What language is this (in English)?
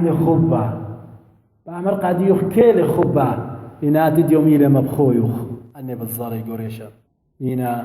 Assyrian Neo-Aramaic